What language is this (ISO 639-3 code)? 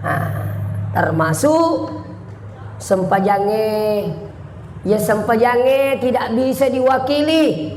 bug